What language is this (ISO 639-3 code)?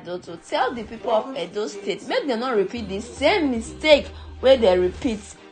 pcm